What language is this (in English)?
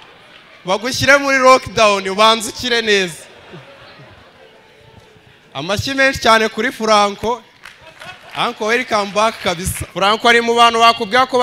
Kinyarwanda